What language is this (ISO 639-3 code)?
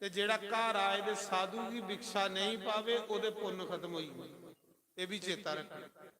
doi